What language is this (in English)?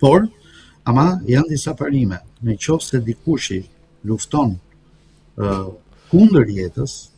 Albanian